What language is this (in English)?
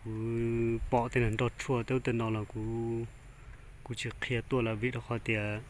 Hmong